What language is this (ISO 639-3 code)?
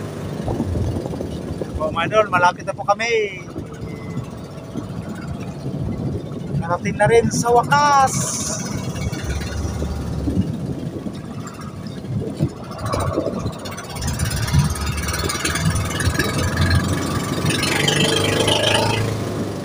fil